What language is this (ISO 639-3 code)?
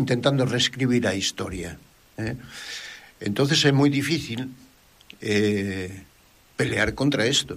glg